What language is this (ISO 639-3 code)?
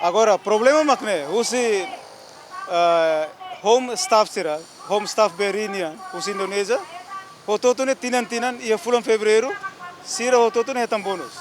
tet